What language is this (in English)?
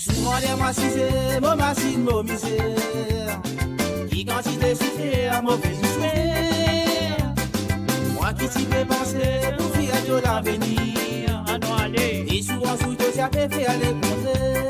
Morisyen